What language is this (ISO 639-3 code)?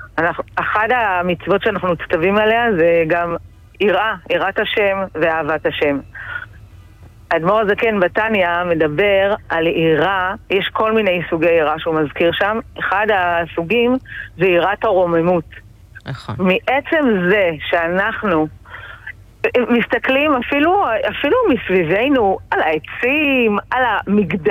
heb